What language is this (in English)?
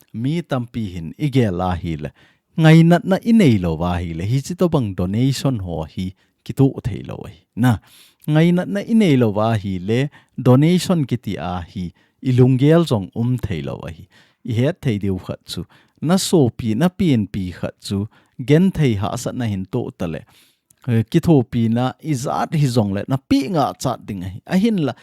Thado Chin